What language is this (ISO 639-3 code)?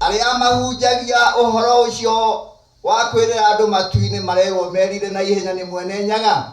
kik